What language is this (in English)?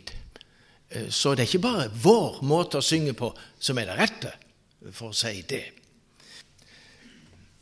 Norwegian